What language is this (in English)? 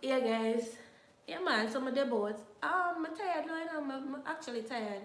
Jamaican Creole English